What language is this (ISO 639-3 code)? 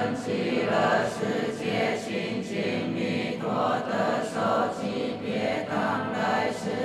zho